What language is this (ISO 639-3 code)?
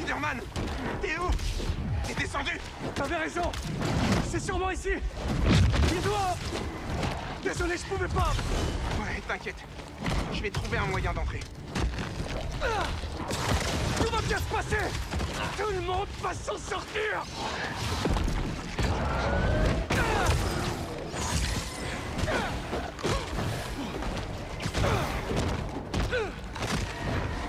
fra